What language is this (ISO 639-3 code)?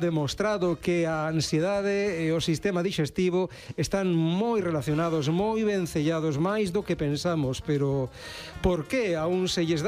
glg